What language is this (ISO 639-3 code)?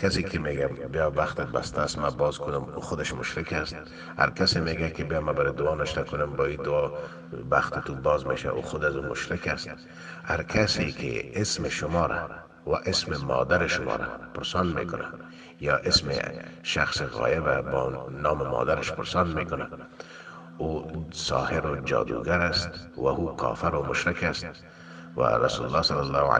fas